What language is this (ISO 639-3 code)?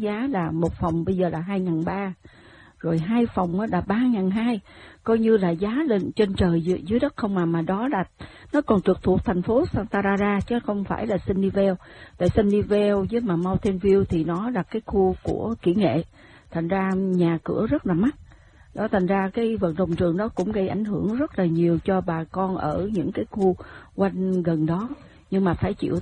vie